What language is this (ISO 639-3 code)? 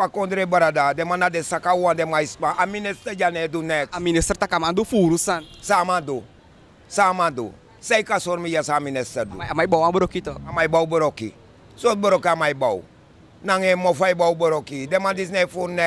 srn